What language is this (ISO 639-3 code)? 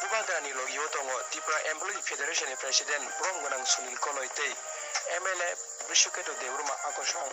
trp